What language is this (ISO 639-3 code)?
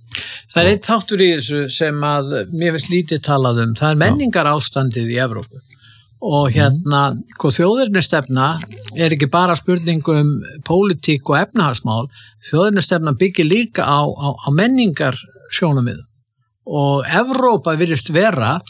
isl